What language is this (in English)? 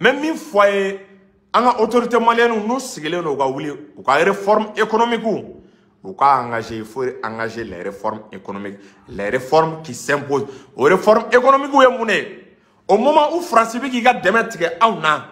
Bambara